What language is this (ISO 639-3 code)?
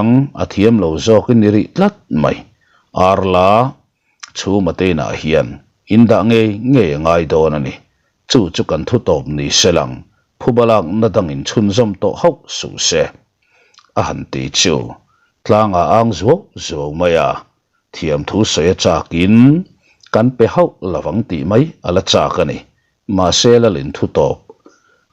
lus